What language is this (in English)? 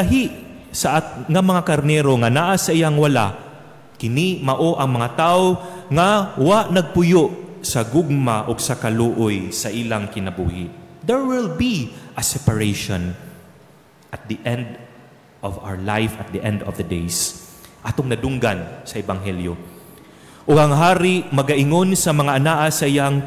Cebuano